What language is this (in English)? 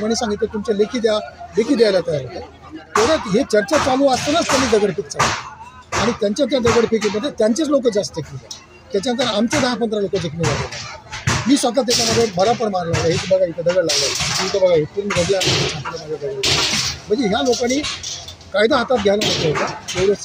Marathi